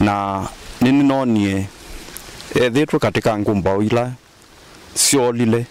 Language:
Kamba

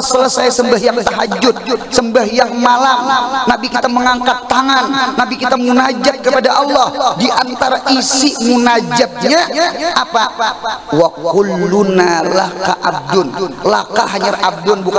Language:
Banjar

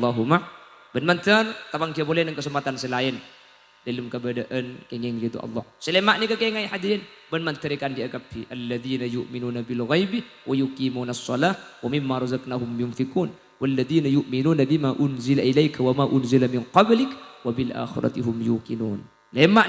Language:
Madurese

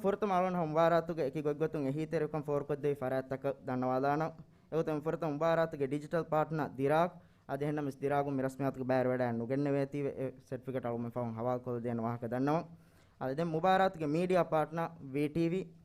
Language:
Divehi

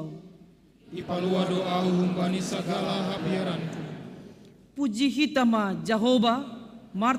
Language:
Batak Simalungun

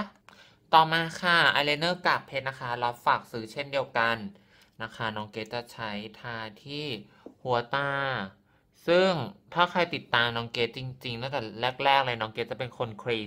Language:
Thai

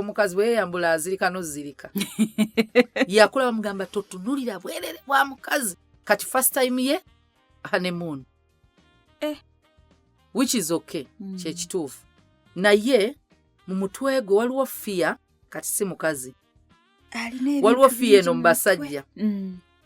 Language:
Ganda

